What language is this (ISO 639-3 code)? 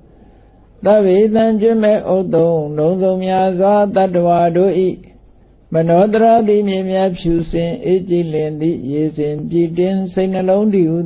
mya